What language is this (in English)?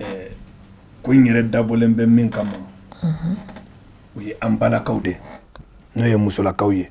Bambara